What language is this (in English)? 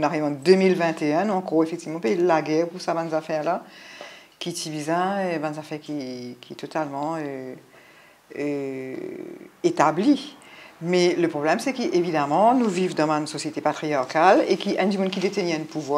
Morisyen